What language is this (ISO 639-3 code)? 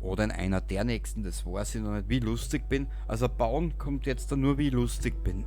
bar